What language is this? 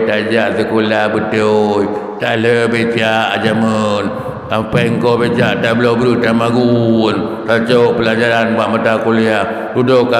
Achinese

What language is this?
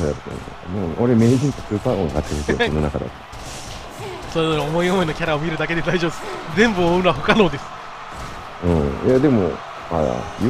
Japanese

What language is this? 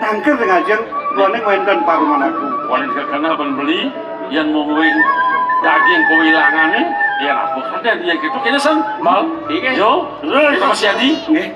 Balinese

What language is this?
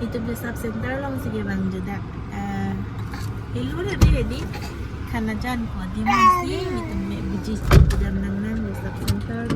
Karbi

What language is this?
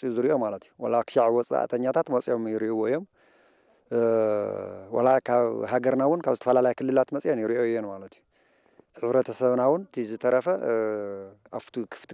Tigrinya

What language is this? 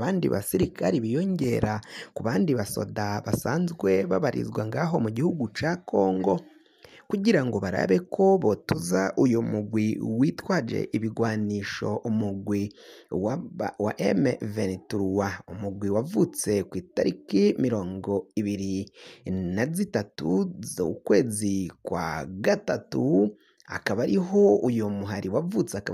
Rundi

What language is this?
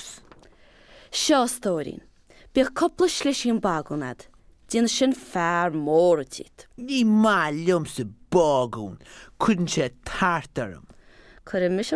Irish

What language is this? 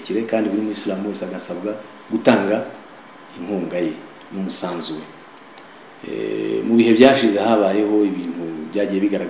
Kinyarwanda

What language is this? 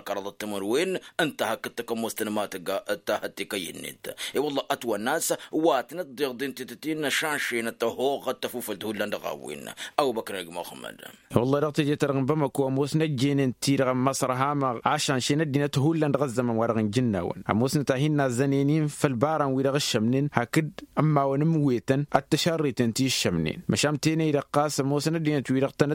Tamasheq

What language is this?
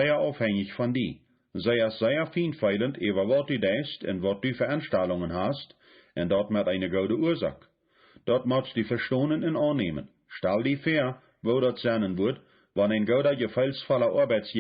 Plautdietsch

